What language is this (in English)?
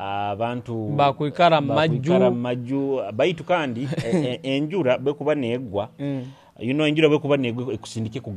Nyoro